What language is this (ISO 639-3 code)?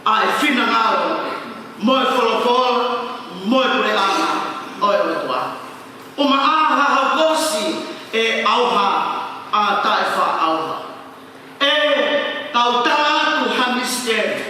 ton